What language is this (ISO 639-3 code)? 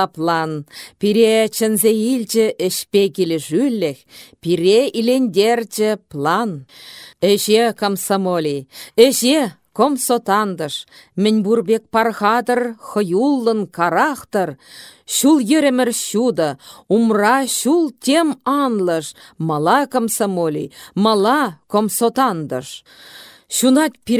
chv